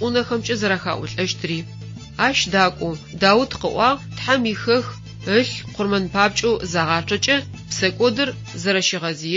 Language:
Adyghe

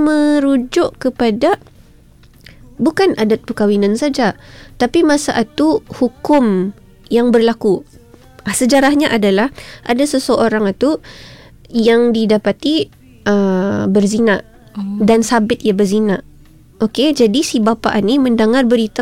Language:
Malay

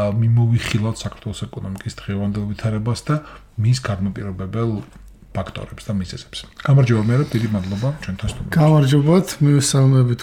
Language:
Georgian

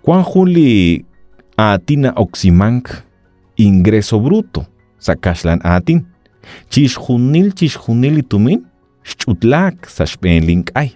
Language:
Kekchí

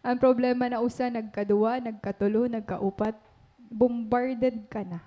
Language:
Waray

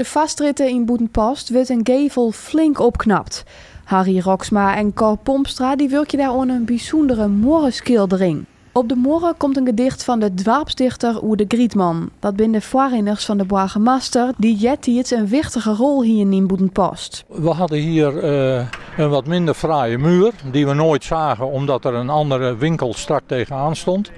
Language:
Western Frisian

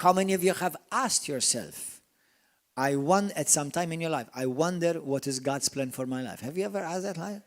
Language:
English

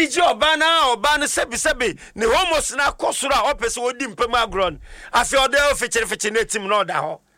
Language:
Akan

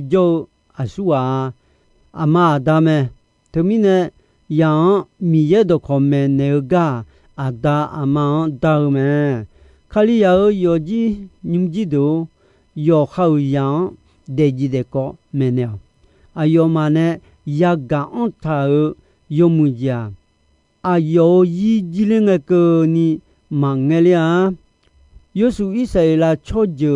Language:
Akha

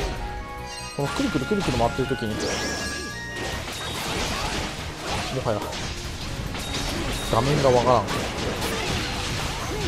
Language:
Japanese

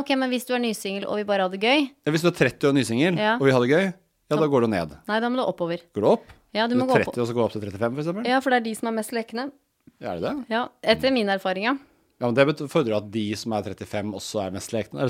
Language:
Norwegian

